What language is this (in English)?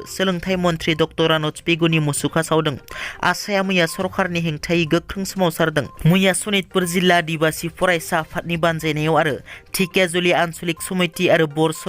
Bodo